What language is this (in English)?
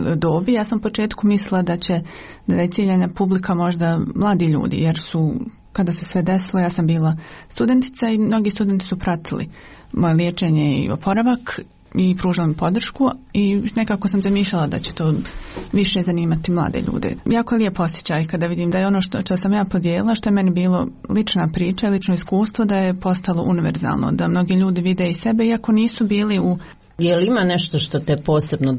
Bosnian